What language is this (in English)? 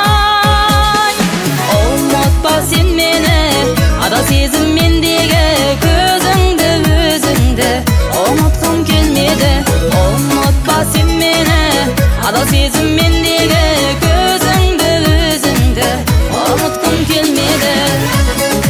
Kazakh